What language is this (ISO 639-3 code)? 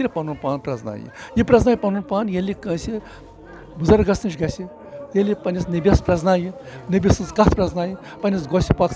kas